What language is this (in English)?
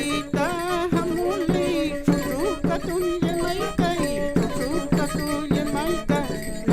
Mapuche